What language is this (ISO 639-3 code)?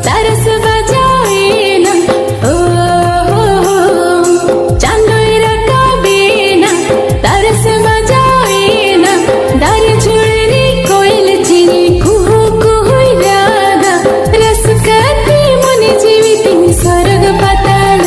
sat